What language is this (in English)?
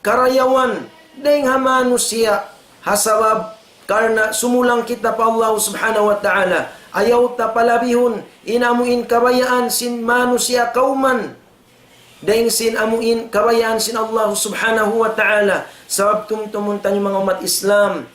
Tausug